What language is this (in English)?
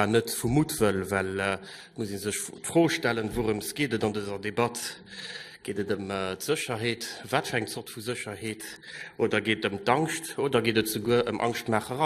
Luxembourgish